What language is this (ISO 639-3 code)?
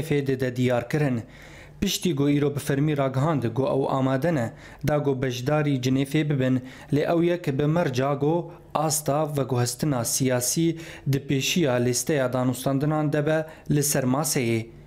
kur